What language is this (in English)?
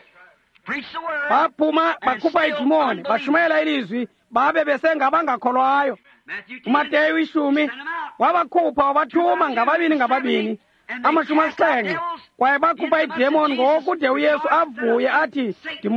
Xhosa